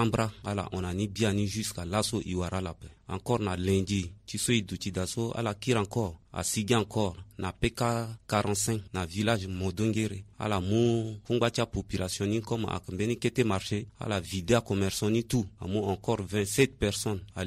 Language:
Sango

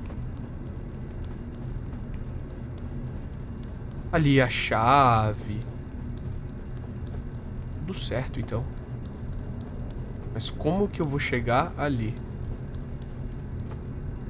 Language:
Portuguese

